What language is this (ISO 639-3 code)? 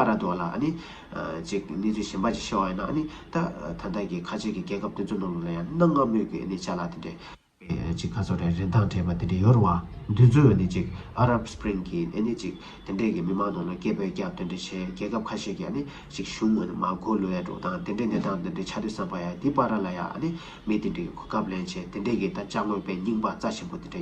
bod